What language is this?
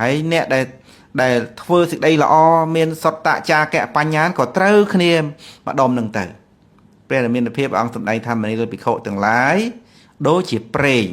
Khmer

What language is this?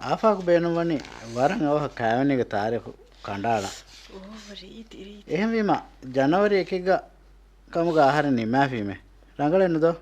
Divehi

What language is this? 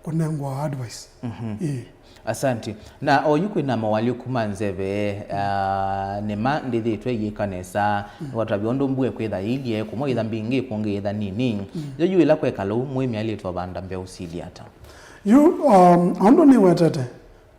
Kamba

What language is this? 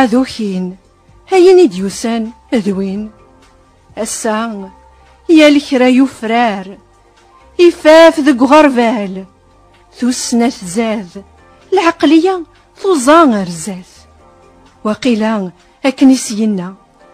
Kabyle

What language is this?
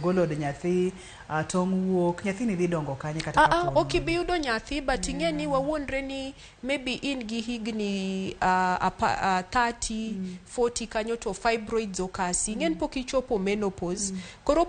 Luo (Kenya and Tanzania)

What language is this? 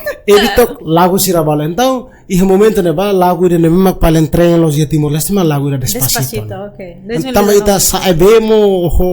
Tetum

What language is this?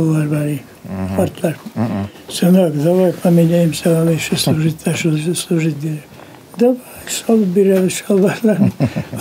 Bashkir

